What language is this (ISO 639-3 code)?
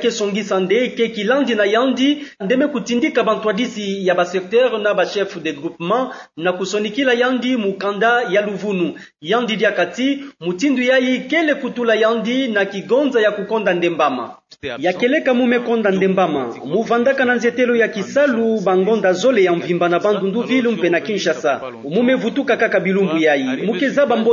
ktu